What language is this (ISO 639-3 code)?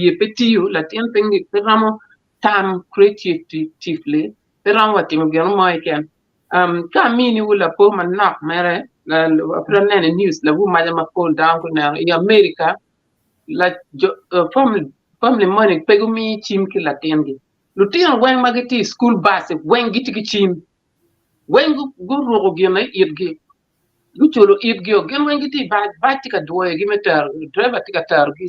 ach